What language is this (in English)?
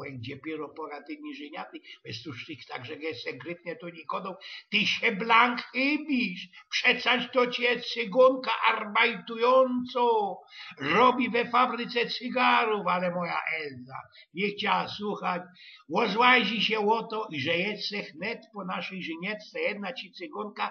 Silesian